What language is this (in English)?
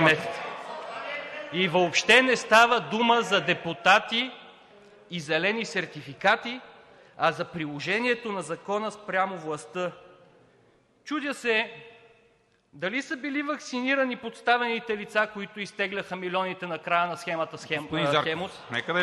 Bulgarian